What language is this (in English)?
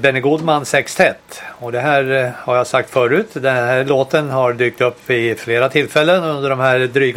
Swedish